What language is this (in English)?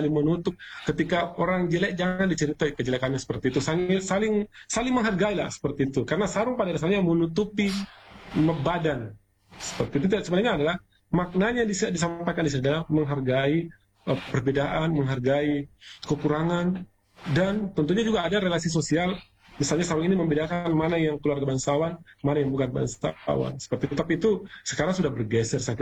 Indonesian